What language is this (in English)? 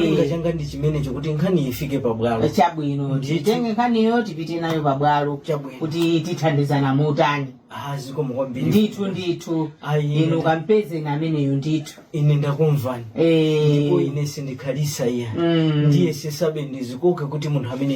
Nyanja